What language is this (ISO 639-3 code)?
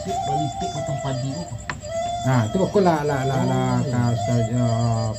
min